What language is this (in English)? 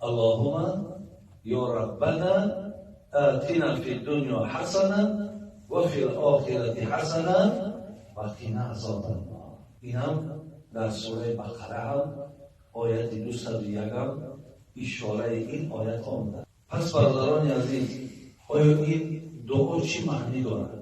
Tajik